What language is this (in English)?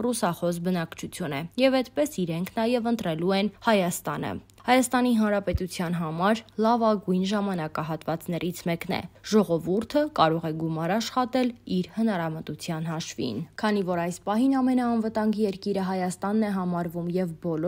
Armenian